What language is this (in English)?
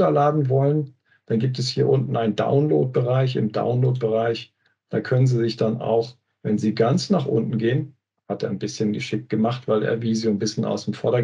German